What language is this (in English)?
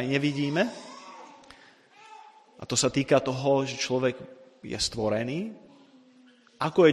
Slovak